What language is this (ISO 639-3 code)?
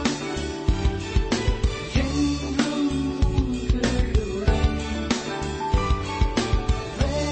tam